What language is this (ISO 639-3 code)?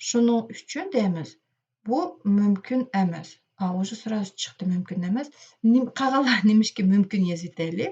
uig